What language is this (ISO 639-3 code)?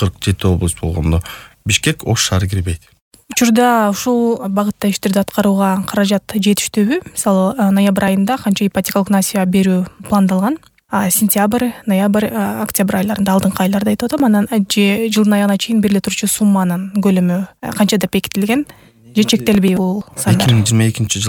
kir